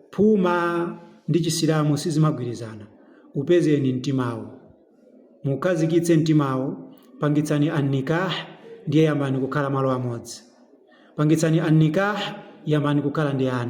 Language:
Nyanja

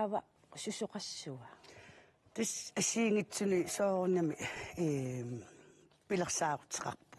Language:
Kalaallisut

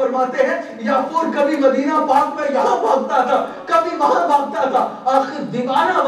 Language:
Urdu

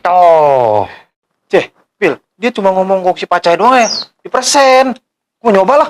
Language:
Betawi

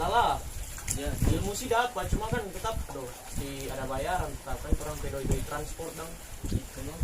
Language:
Manado Malay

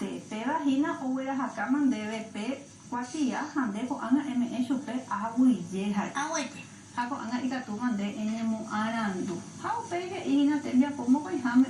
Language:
Guarani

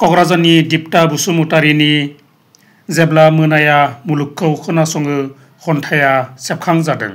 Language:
Bodo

